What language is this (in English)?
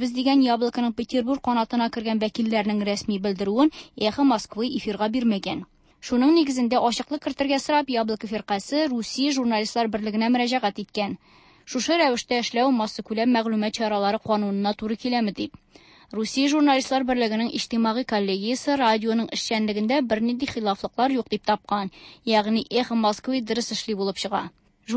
Tatar